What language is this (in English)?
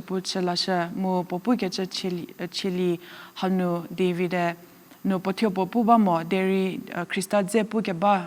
Angami Naga